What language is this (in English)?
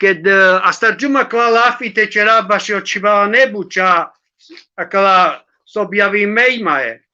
Balkan Romani